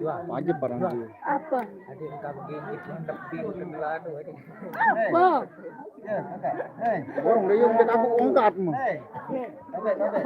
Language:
Sasak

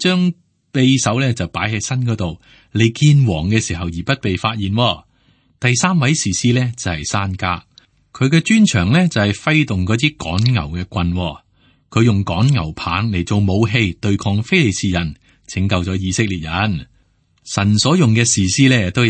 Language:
Cantonese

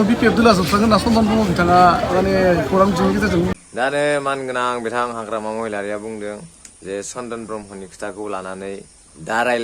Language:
Bodo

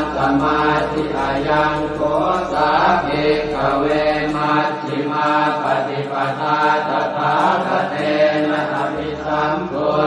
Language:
Pali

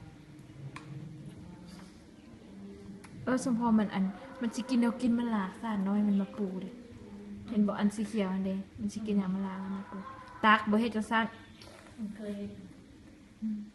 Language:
Lao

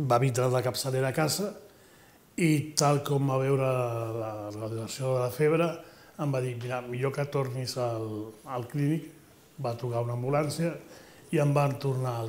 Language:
Catalan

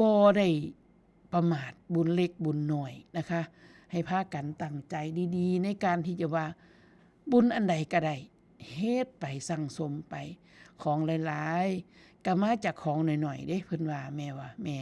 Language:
Northeastern Thai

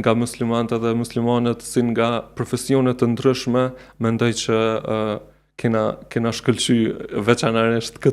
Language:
Albanian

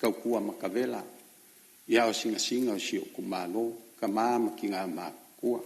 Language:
Samoan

